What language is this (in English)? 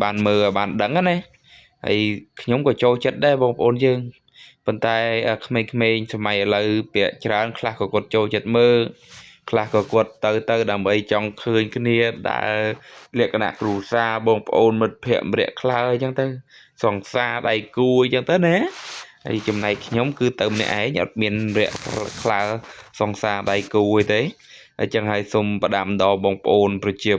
Khmer